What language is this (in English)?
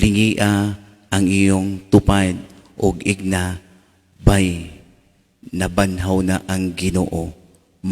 Cebuano